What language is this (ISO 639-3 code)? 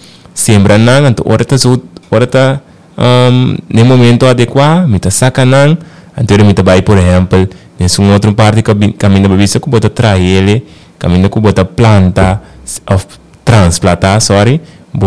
pap